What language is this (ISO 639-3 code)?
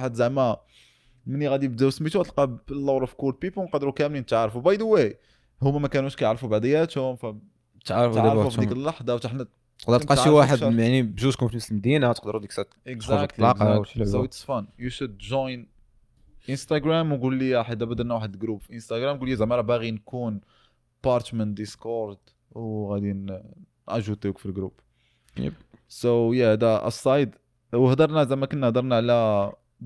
ary